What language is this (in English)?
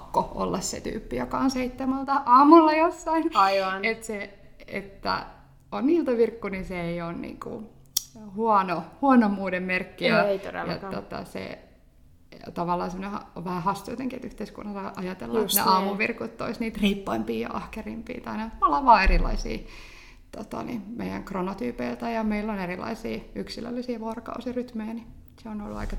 Finnish